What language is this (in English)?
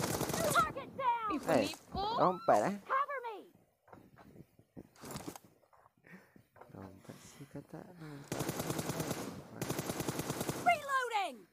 Malay